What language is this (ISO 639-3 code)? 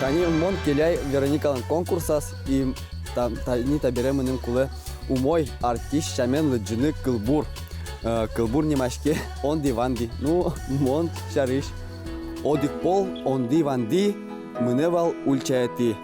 udm